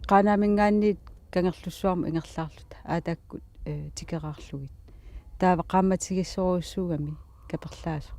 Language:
Kalaallisut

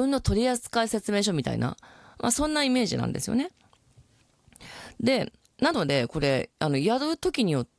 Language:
Japanese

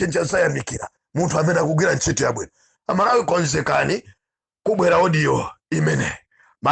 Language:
Nyanja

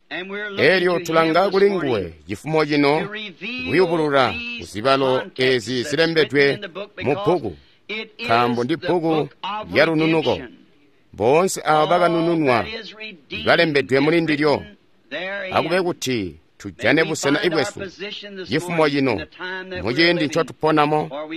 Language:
Tonga (Zambia)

